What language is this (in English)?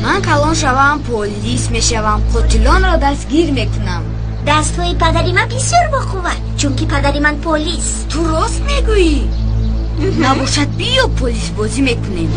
Tajik